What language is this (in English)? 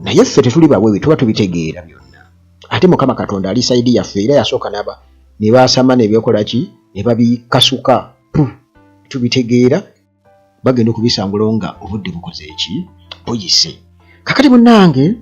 Ganda